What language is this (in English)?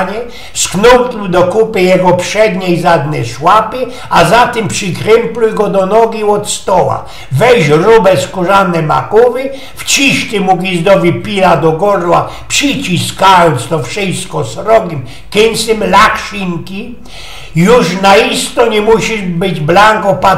Silesian